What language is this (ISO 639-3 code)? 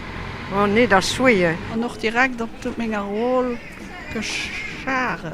ltz